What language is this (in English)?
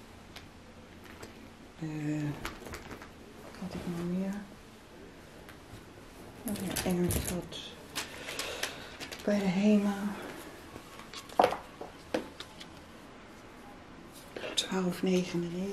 Dutch